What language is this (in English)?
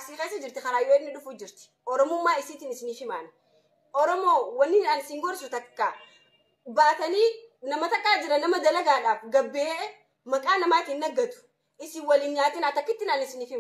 Oromo